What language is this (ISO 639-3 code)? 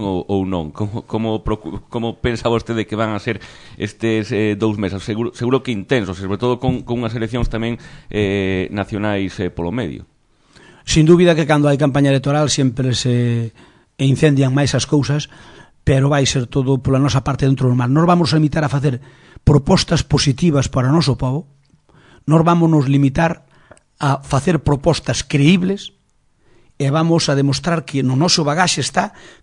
glg